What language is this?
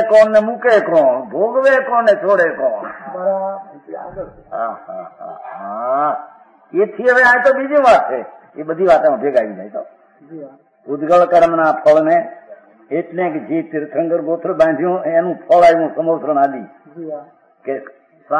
Gujarati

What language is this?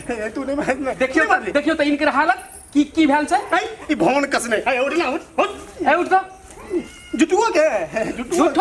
Maithili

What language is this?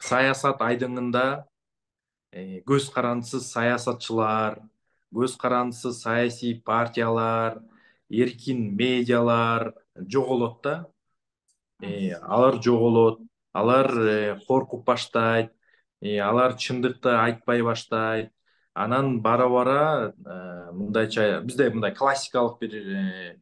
Kyrgyz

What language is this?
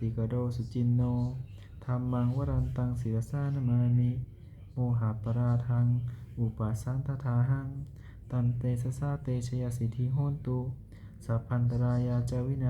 Pali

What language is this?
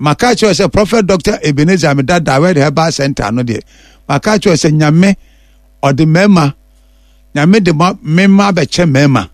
Akan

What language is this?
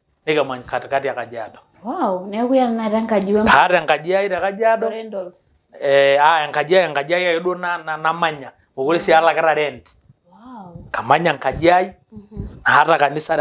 Masai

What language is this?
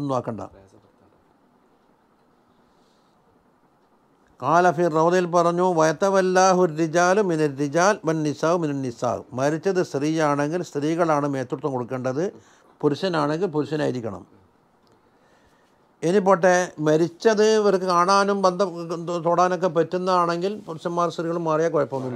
Malayalam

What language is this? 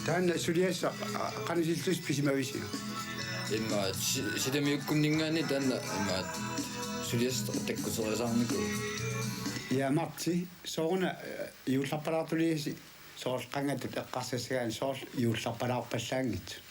Kalaallisut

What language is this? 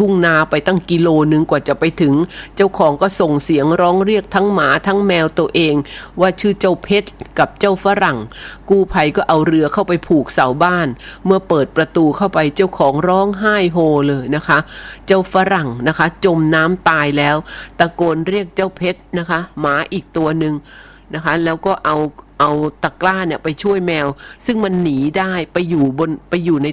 Thai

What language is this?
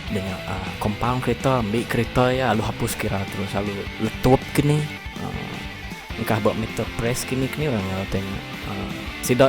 Iban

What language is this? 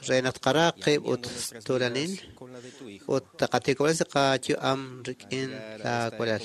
Kekchí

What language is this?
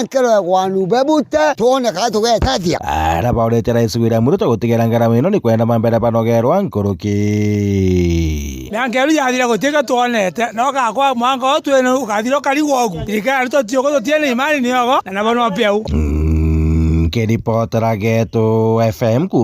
Meru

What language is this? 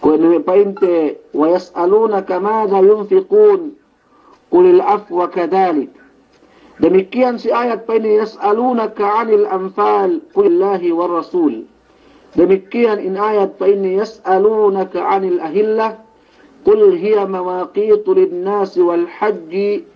Yakan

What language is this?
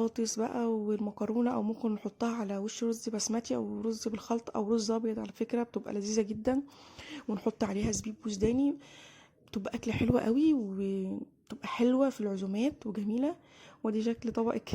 Egyptian Arabic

